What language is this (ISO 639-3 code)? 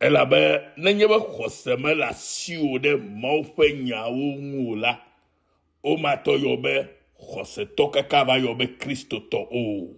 ewe